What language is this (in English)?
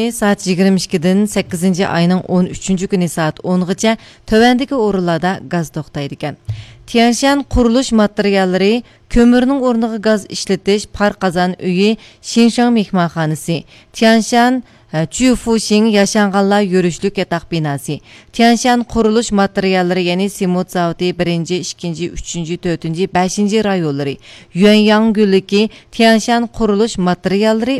Uyghur